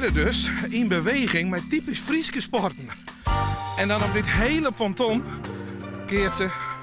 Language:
Western Frisian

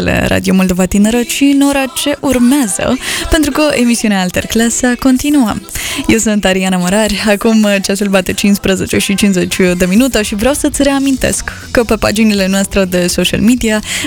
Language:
Romanian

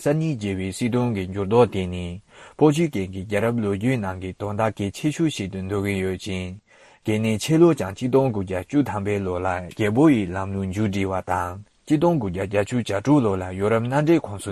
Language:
Tibetan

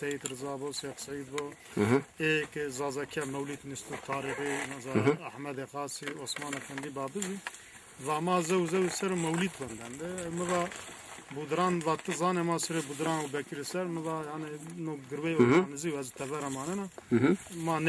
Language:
Zaza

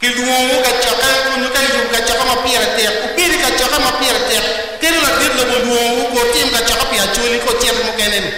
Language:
Acoli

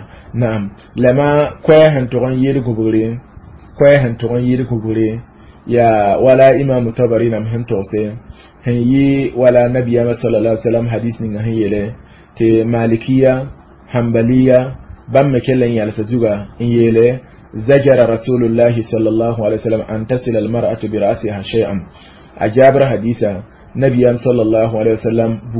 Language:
Mossi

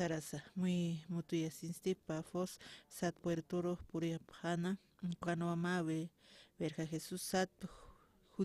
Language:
Aymara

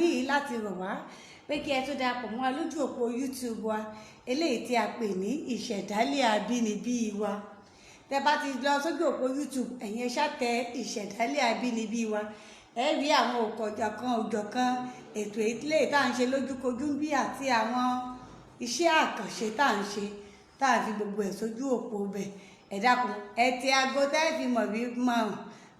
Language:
Yoruba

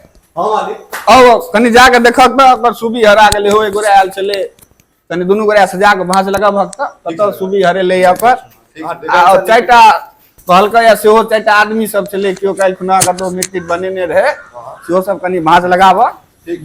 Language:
Maithili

